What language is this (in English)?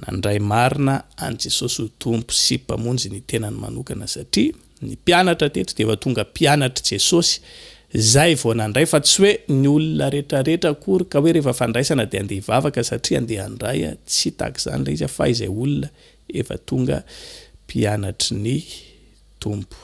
Malagasy